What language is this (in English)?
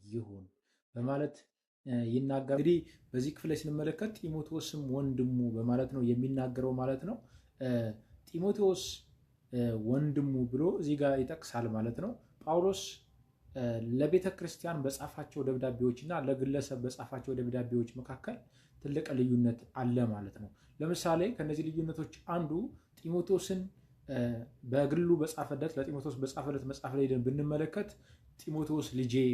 Amharic